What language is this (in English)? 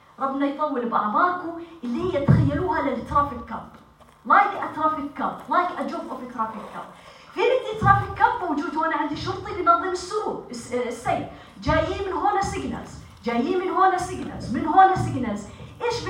North Levantine Arabic